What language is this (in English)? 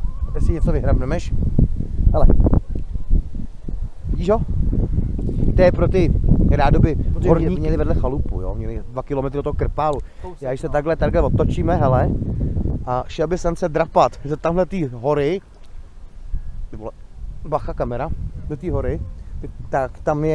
Czech